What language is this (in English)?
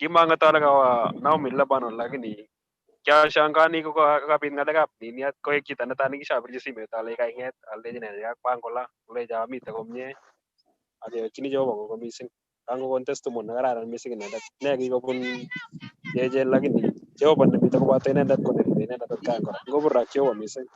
Kalenjin